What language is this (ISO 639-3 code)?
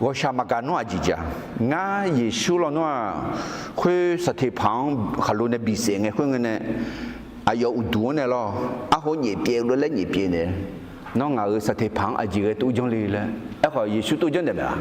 ahk